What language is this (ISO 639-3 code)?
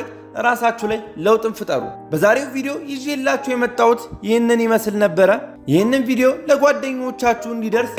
amh